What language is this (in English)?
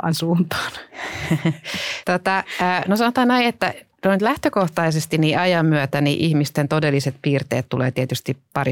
Finnish